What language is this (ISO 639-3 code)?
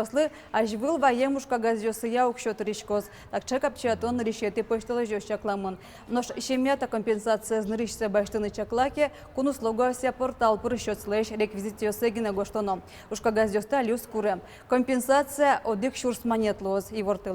udm